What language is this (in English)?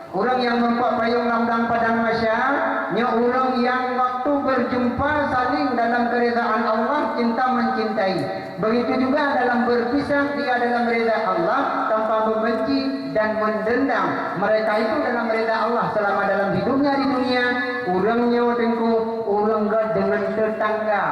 Achinese